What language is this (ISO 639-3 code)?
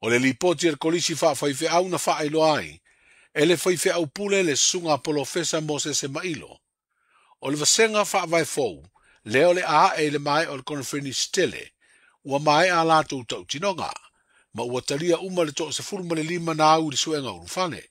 smo